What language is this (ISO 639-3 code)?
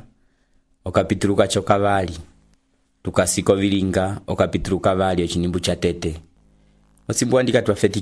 umb